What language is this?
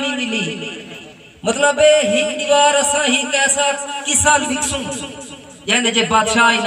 Saraiki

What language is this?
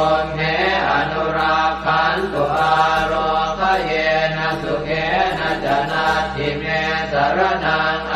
Pali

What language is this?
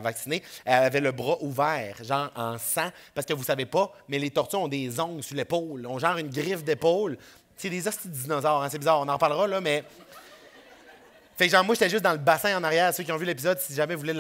French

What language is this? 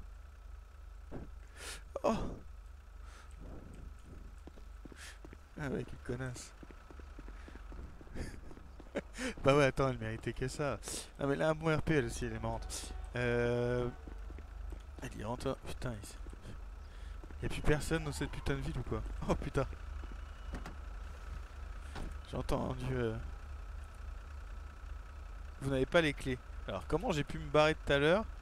French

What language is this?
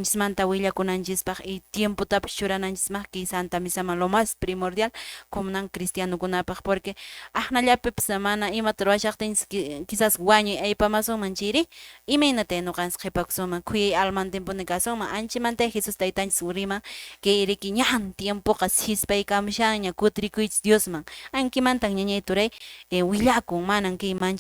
Quechua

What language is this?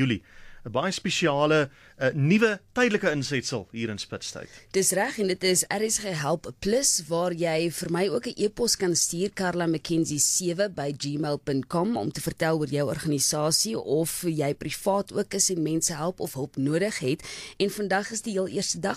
Afrikaans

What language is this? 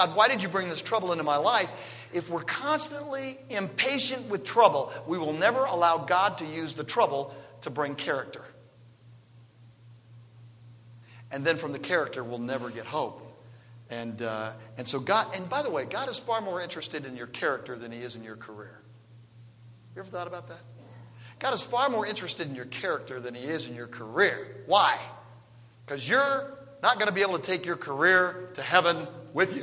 English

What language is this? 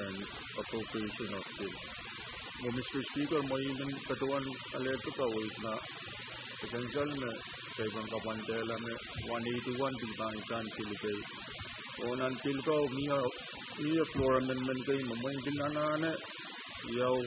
Pohnpeian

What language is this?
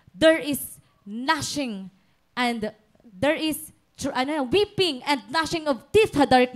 Waray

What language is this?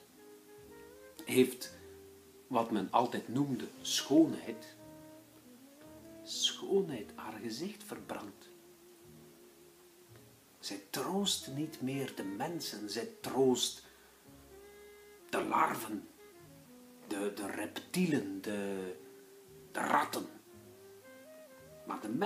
Dutch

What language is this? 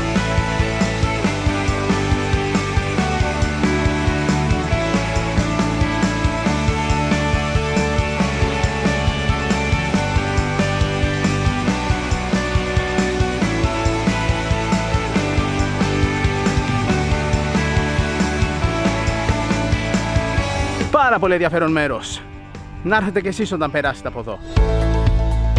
Greek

